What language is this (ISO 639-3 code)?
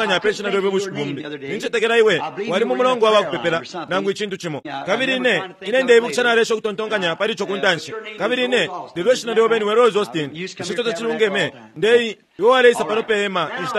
bem